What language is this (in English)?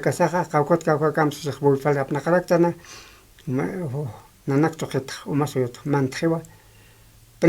Aymara